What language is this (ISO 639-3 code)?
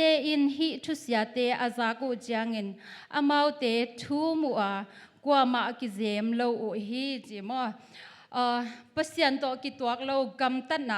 ctd